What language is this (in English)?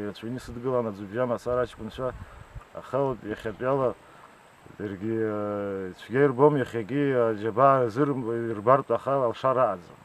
Abkhazian